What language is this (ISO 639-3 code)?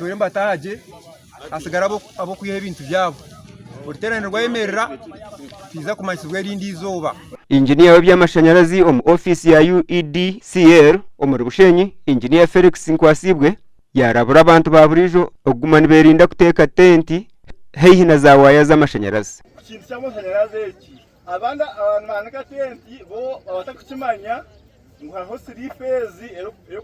nyn